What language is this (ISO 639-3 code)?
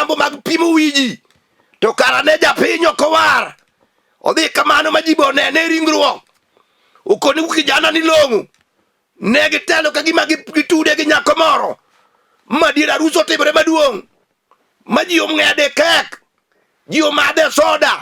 luo